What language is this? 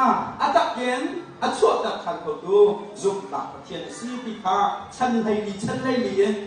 Hakha Chin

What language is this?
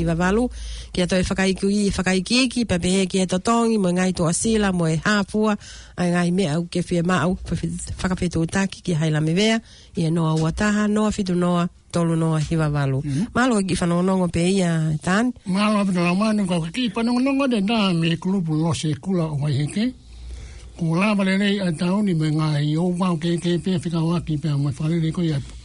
Tongan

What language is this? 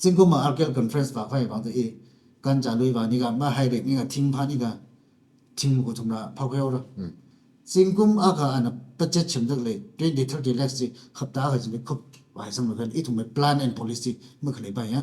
Tangkhul Naga (India)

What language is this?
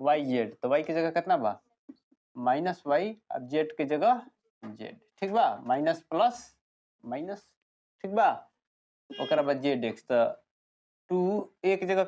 Bhojpuri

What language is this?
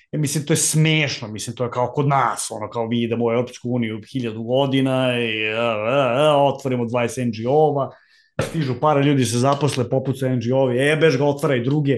Serbian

